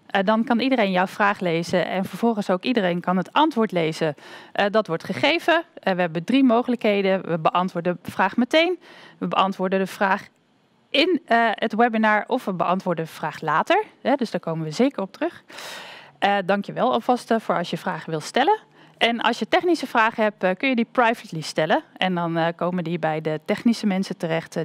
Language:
Dutch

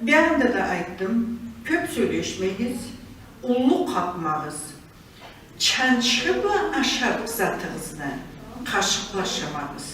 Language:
Karachay-Balkar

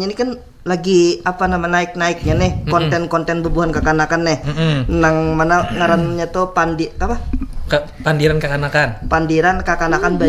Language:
Banjar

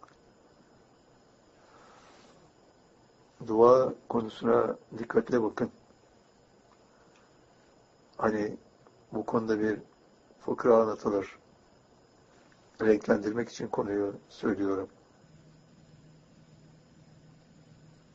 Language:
Turkish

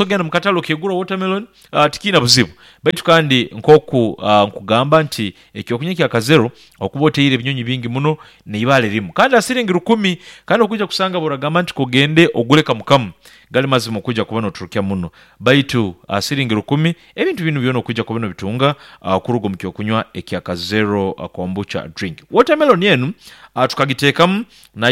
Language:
Nyankole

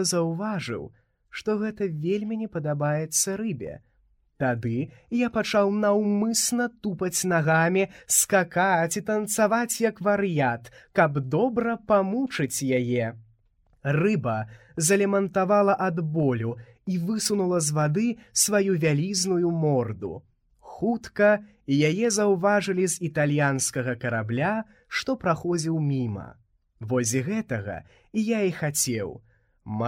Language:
Belarusian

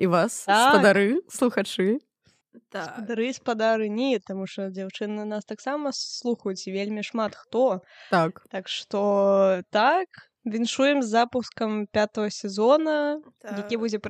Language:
Belarusian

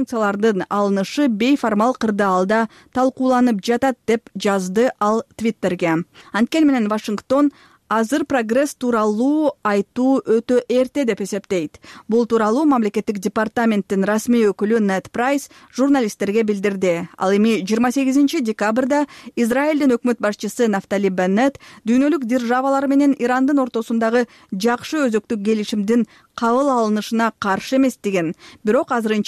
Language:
Kyrgyz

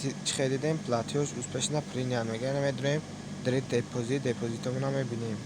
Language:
Tajik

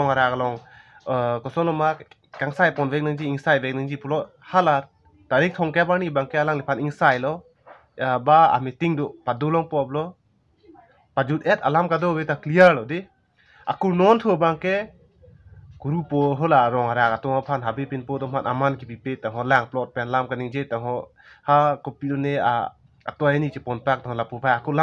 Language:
Karbi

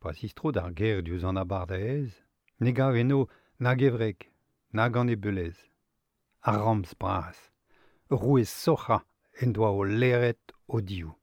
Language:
Breton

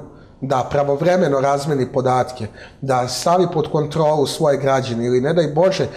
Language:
Serbian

